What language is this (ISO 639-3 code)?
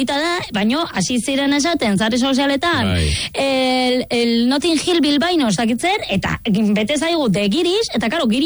eus